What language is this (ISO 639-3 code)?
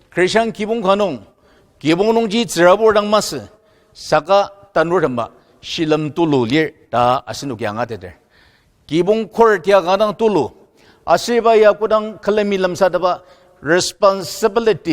njo